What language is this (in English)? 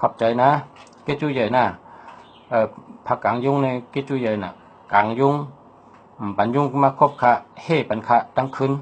Shan